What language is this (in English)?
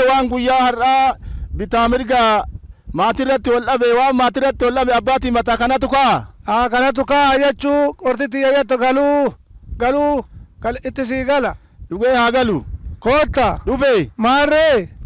Oromo